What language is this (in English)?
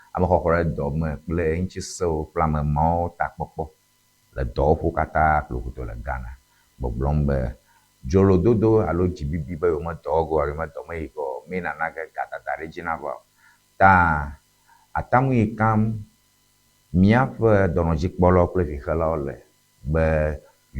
Ewe